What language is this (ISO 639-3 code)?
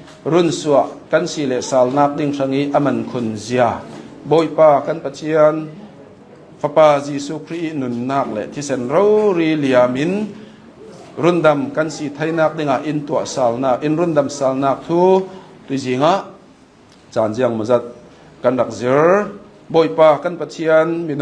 cnh